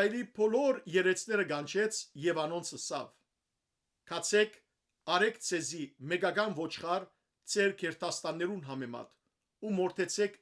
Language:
Western Armenian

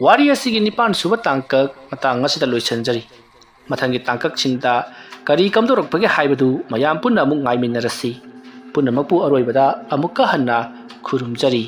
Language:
Manipuri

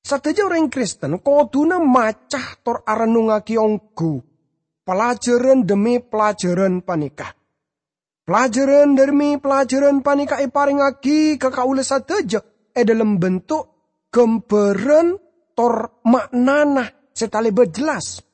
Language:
Madurese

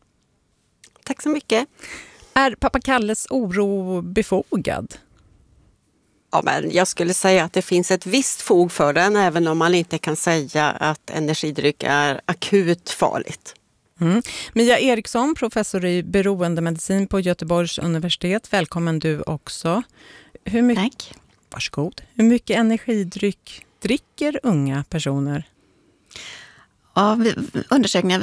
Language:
Swedish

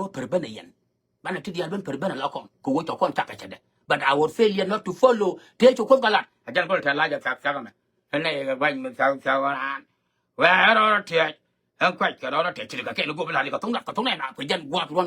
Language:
Nuer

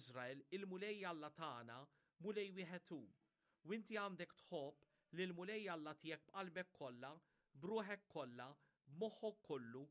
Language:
Maltese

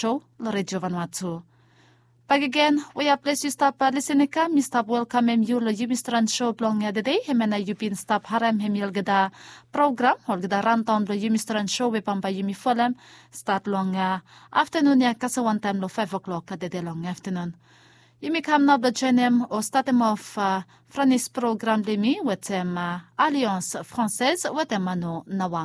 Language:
Bislama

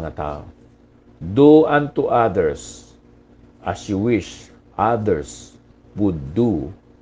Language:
Hiligaynon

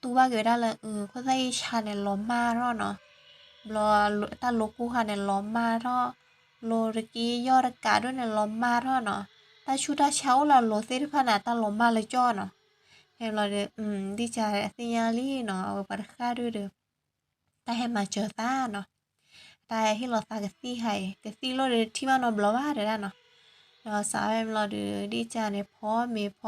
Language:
S'gaw Karen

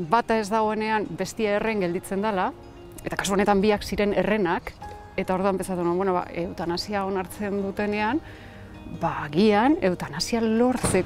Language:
Basque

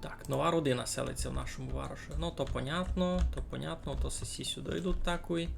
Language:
Rusyn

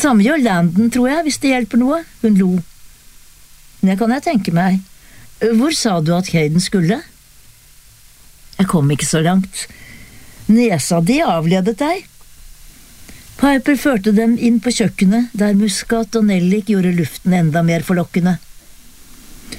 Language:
Norwegian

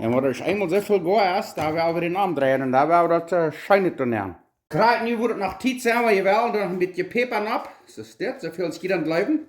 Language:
Plautdietsch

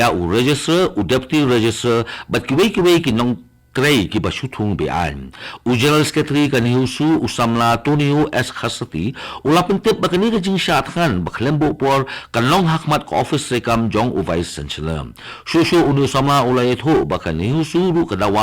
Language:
Khasi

